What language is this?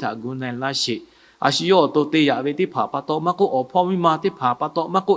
Lahu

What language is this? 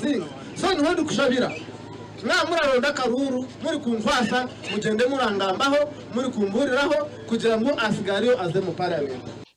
Nyankole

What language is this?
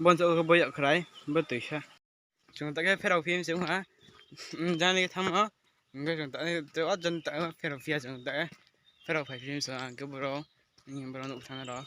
Riang (India)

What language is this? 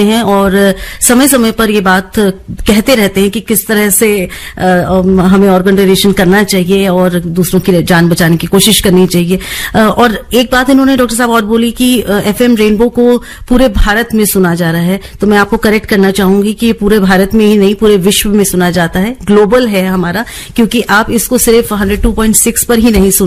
Hindi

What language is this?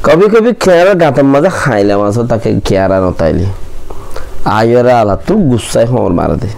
Rohingya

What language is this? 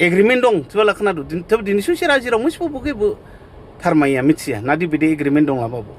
Dimasa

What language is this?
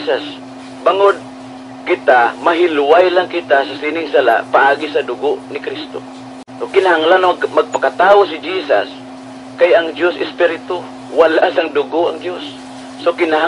Hiligaynon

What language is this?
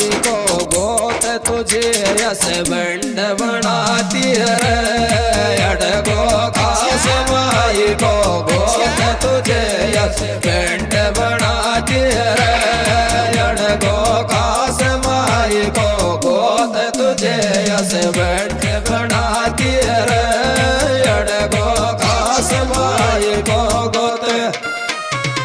Hindi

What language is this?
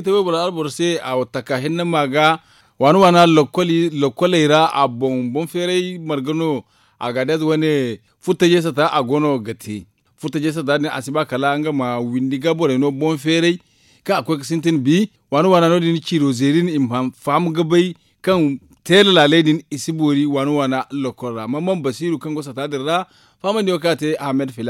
Zarma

